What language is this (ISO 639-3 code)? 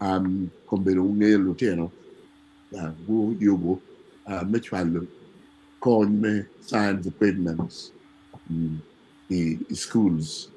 ach